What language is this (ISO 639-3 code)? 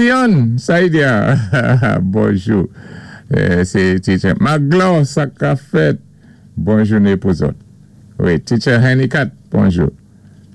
acf